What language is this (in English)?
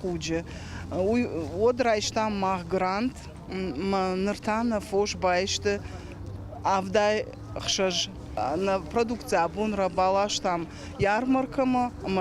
Ossetic